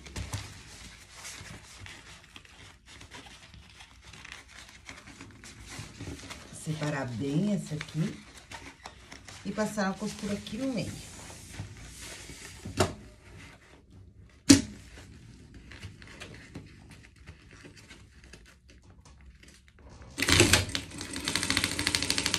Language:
Portuguese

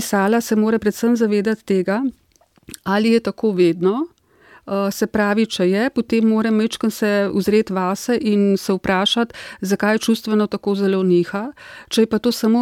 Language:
Slovenian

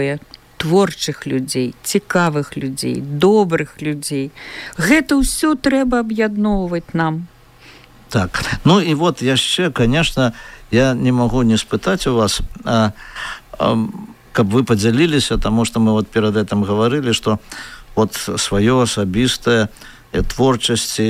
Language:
Belarusian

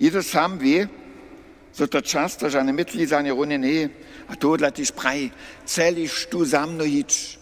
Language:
Upper Sorbian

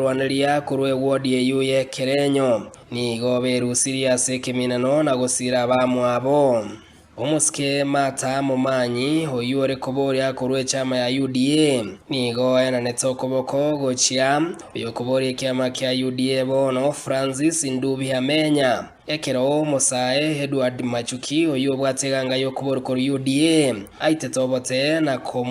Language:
Gusii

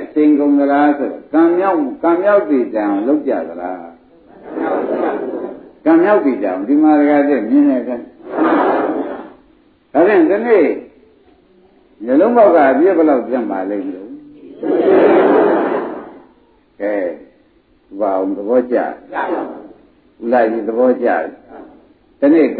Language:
Burmese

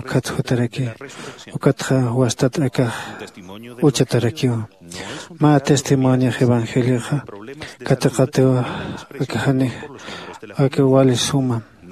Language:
Aymara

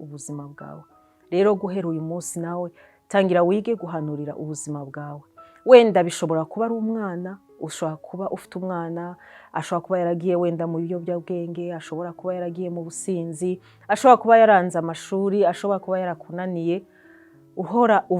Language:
Kinyarwanda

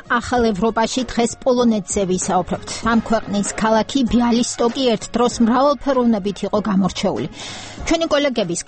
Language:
Georgian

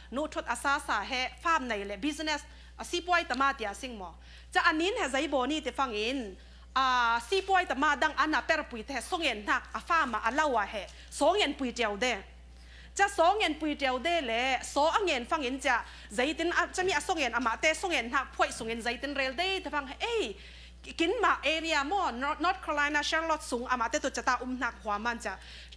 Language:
Falam Chin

